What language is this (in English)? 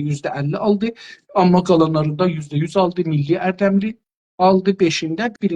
South Azerbaijani